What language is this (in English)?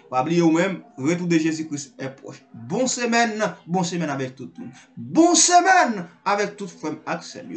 Haitian Creole